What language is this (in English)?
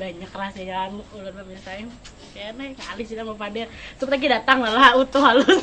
Banjar